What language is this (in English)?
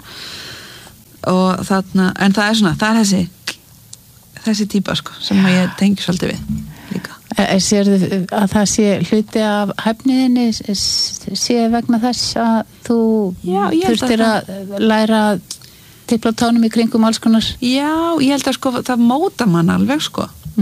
Icelandic